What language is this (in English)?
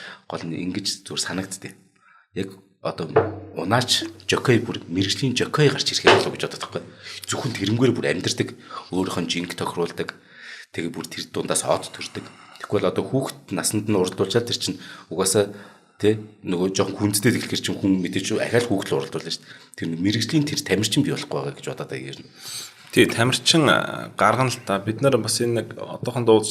Mongolian